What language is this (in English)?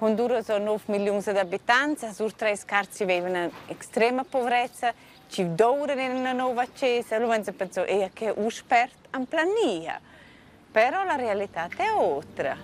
Romansh